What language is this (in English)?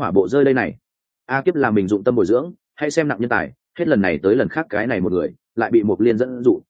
Vietnamese